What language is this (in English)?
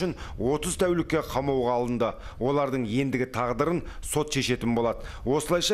Kazakh